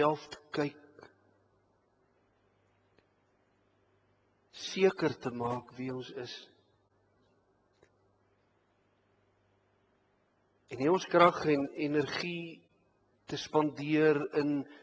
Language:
Afrikaans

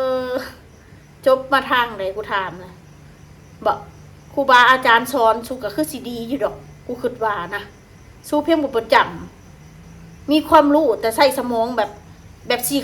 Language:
Northeastern Thai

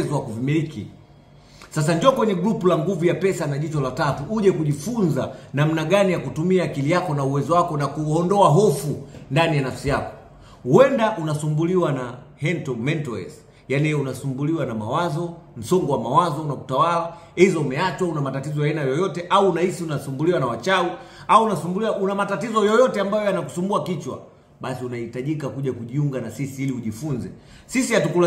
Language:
Swahili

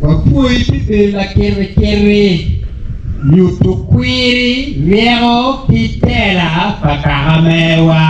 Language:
Acoli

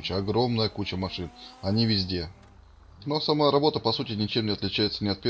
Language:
Russian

